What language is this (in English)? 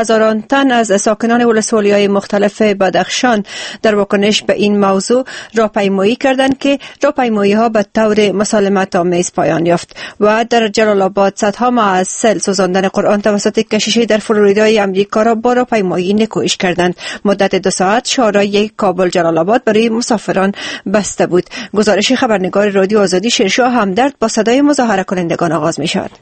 Persian